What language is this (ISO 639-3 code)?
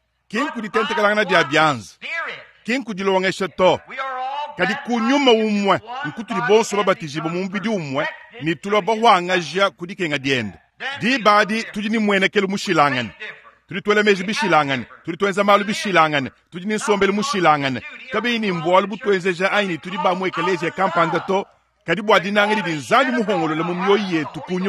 lua